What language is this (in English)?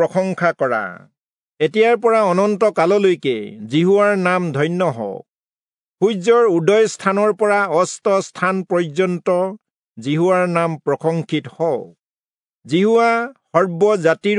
Assamese